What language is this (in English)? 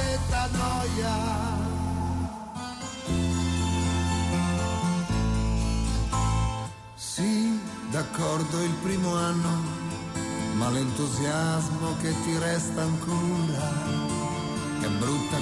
Italian